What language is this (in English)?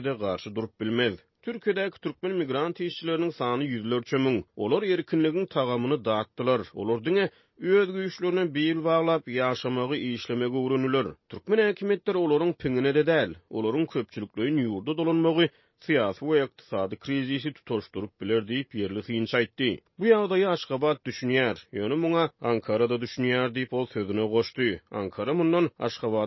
Turkmen